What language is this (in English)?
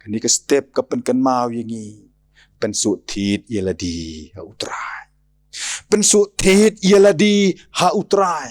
Khasi